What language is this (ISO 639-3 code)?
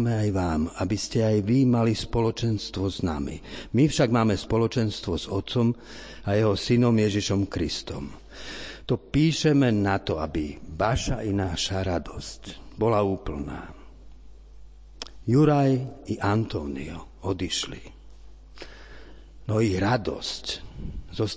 slk